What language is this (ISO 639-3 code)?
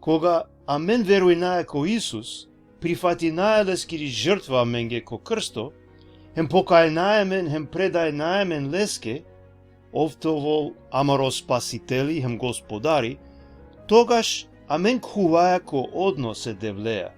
rmn